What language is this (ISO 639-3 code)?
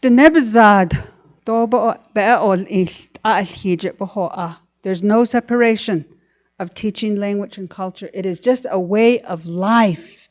nav